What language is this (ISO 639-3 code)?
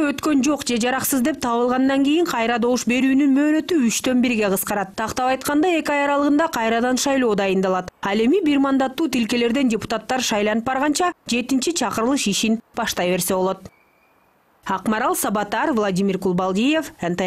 kir